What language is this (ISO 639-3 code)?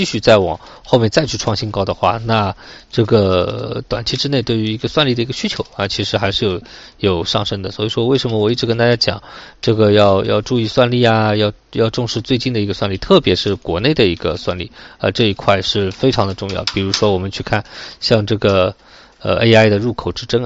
zho